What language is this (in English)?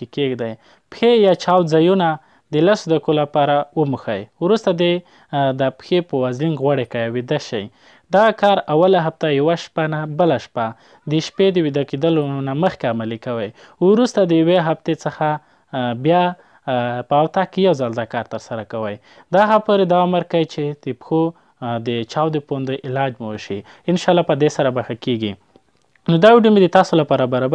Pashto